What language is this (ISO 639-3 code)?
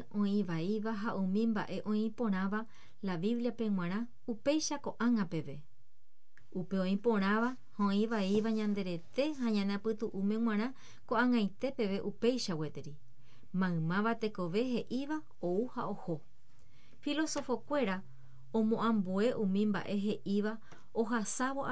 grn